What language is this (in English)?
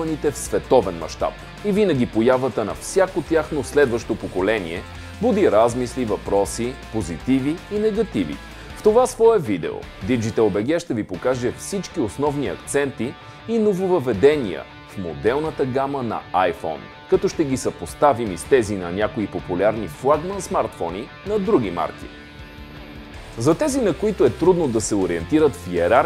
Bulgarian